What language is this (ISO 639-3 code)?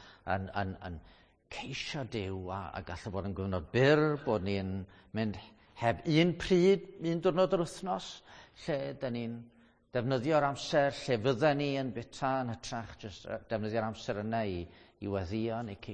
cym